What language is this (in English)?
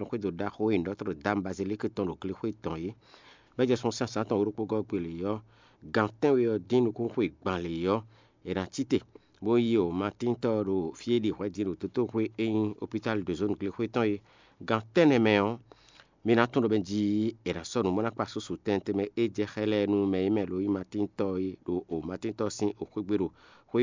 Fon